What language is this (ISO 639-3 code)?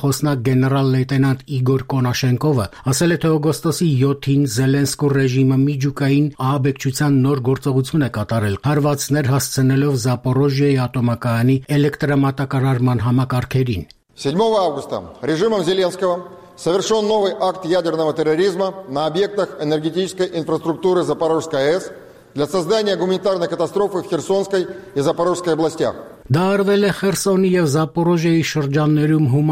hye